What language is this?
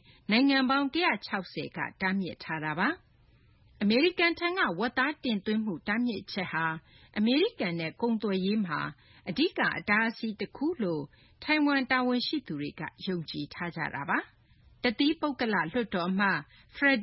Burmese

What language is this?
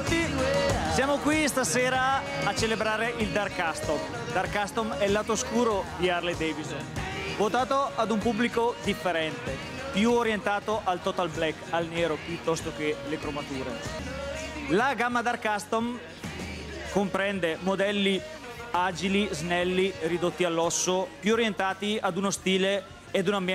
Italian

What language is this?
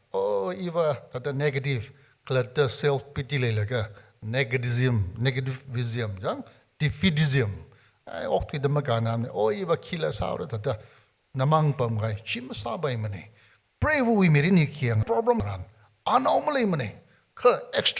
Tangkhul Naga (India)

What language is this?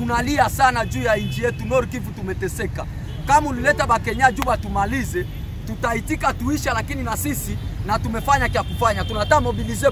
Swahili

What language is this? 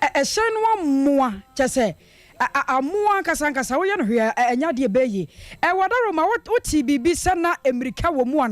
Akan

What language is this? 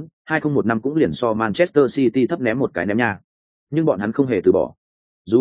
Vietnamese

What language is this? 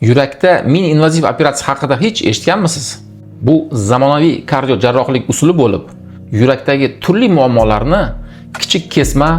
Uzbek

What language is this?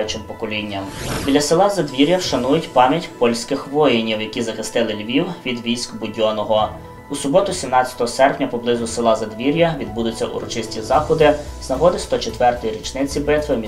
Ukrainian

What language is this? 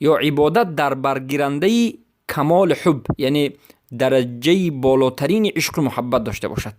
Persian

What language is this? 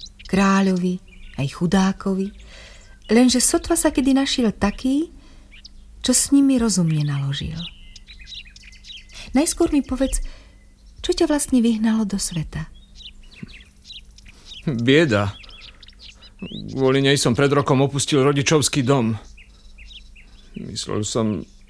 Slovak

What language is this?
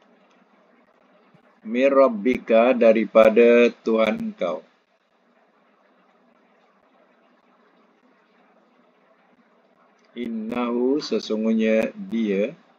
Malay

